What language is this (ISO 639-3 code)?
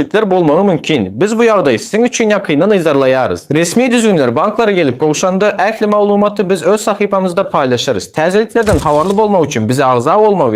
tuk